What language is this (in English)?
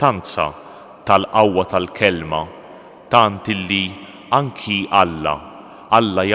Maltese